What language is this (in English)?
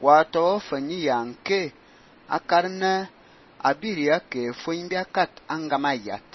Fang